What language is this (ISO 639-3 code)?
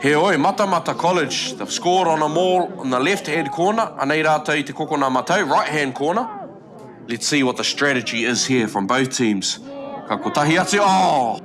mri